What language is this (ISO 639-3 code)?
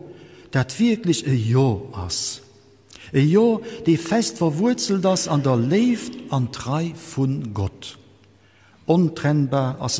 ltz